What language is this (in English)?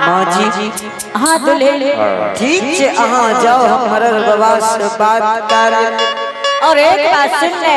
Angika